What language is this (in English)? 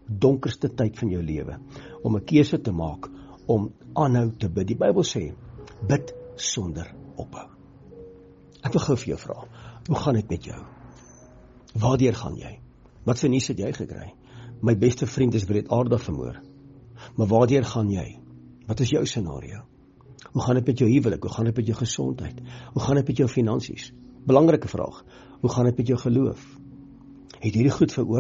Afrikaans